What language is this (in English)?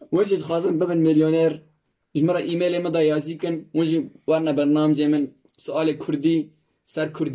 Kurdish